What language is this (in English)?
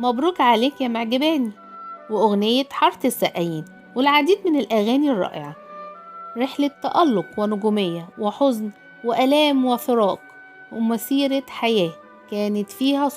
Egyptian Arabic